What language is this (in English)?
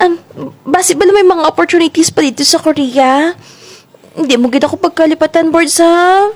Hiligaynon